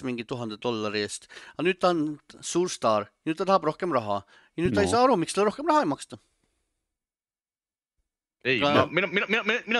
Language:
Estonian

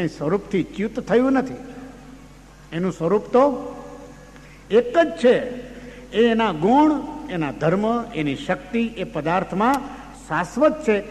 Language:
Gujarati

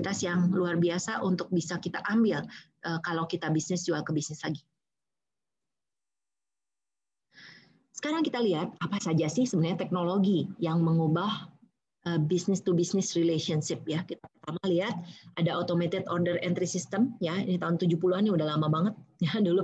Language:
Indonesian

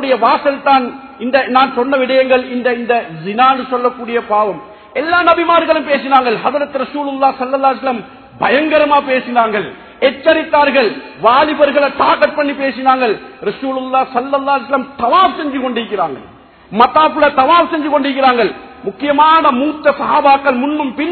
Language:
Tamil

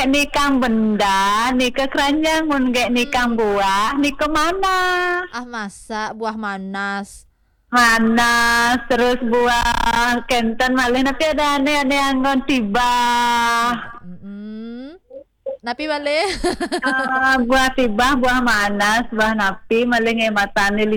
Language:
Balinese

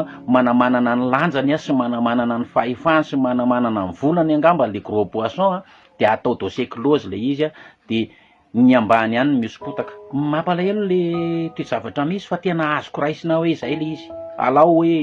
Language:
Malagasy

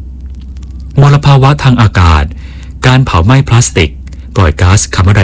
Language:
Thai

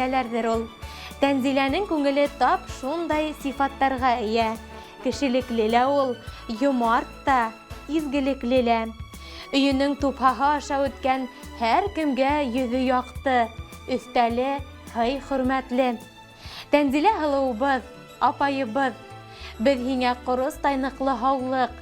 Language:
Bashkir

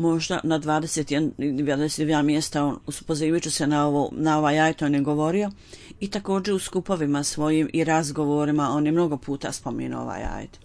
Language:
Bosnian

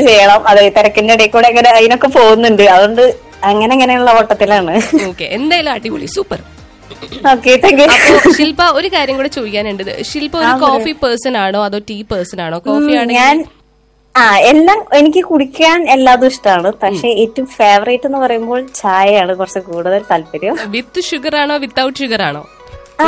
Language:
Malayalam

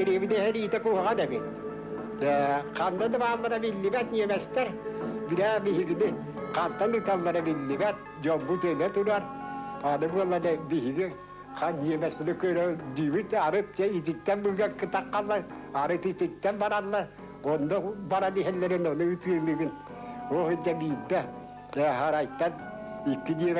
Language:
Yakut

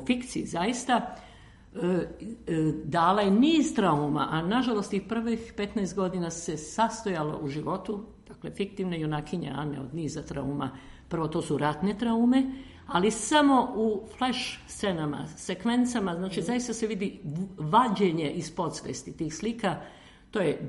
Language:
Serbian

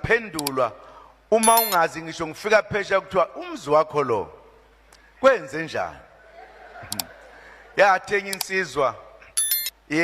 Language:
Zulu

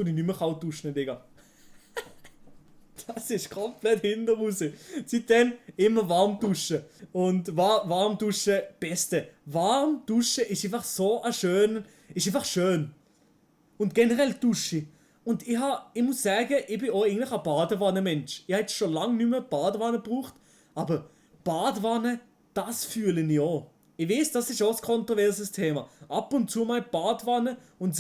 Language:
Swiss German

